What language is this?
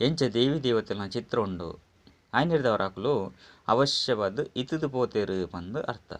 Tulu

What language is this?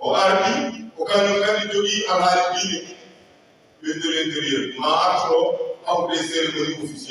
Fula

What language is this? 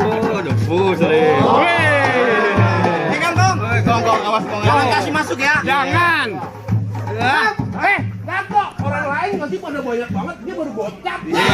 Betawi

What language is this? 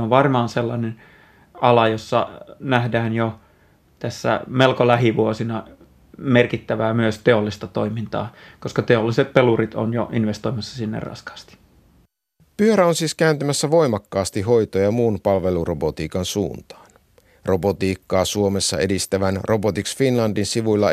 Finnish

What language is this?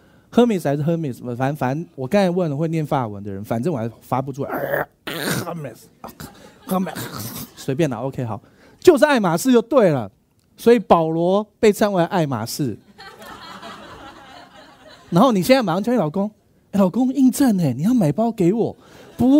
Chinese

